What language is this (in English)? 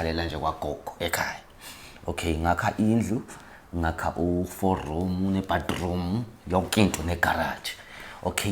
Zulu